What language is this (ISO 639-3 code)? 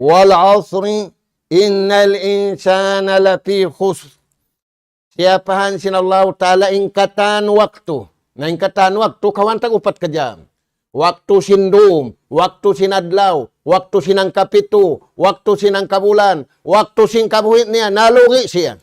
tsg